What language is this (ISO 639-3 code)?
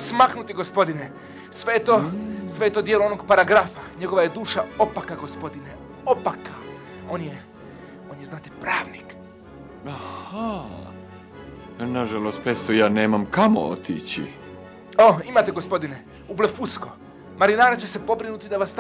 hrv